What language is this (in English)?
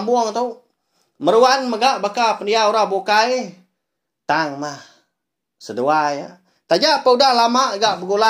Iban